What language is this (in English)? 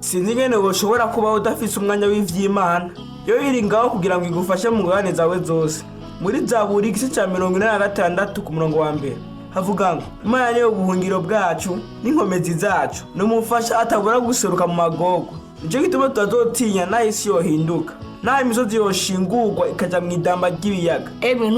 Rundi